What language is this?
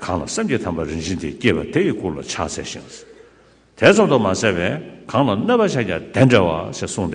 Tibetan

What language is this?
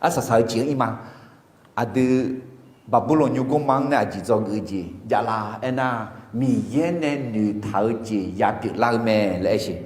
Akha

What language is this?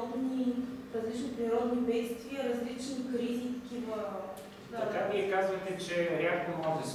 Bulgarian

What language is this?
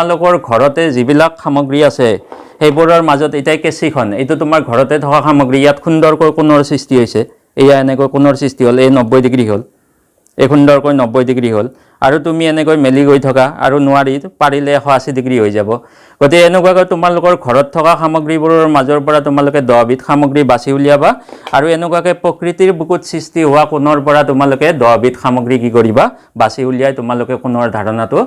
Assamese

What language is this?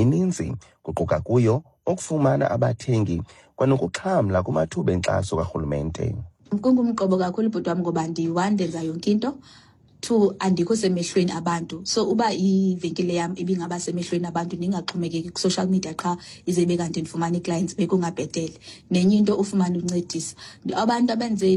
Xhosa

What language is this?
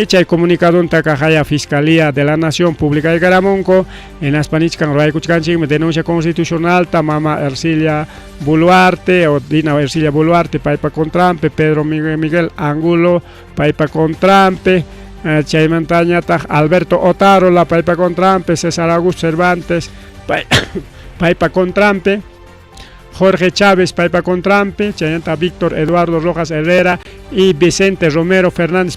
Ayacucho Quechua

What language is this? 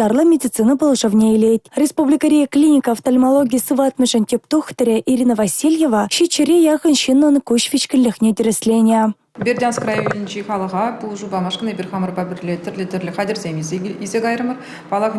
Chuvash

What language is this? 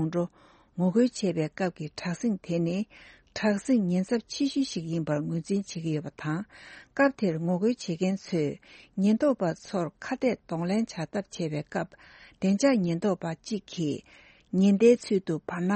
Tibetan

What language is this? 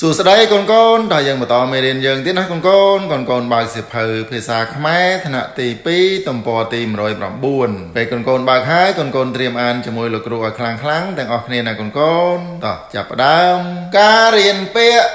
Khmer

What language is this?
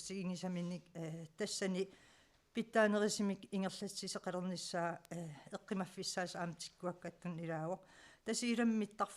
Kalaallisut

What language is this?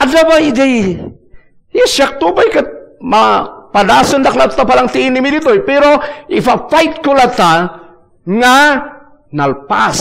Iloko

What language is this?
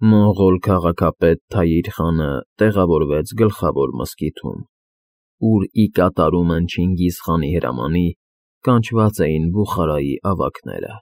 Armenian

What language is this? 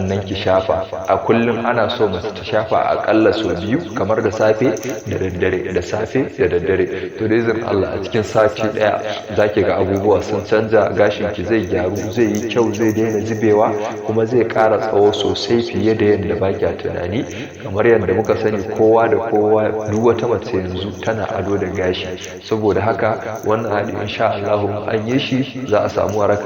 Hausa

